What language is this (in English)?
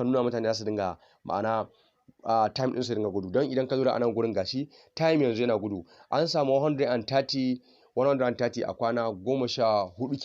Hausa